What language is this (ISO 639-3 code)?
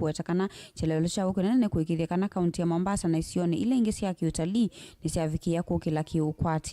kam